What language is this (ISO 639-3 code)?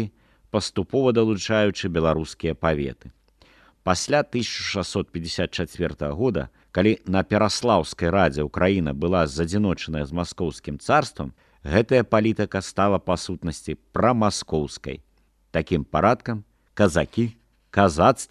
bel